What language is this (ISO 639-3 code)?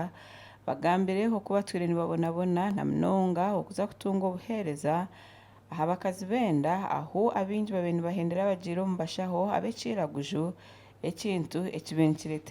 nyn